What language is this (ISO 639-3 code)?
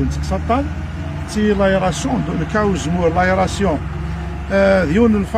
kab